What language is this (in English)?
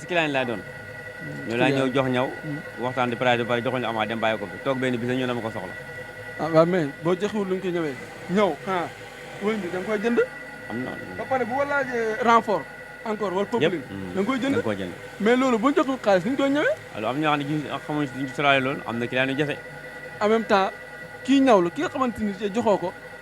Wolof